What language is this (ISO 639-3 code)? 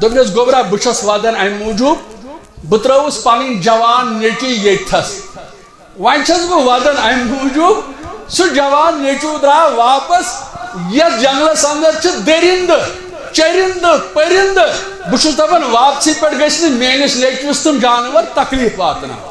kas